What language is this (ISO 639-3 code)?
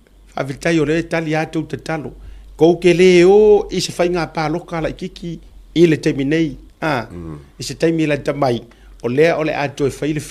smo